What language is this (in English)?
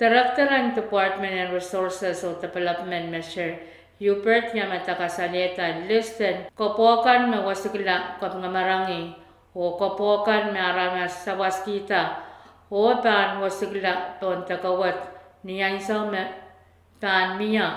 Pohnpeian